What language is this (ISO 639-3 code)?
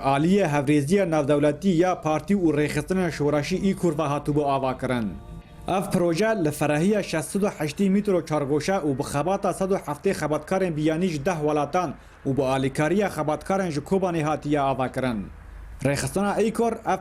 kur